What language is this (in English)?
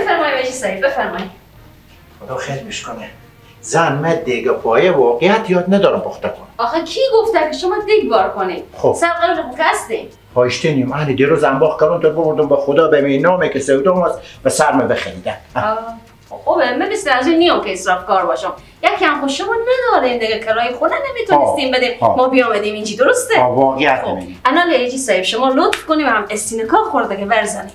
Persian